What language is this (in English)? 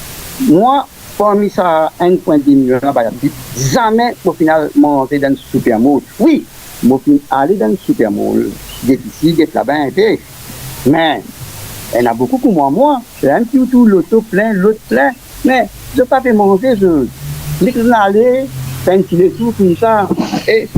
Morisyen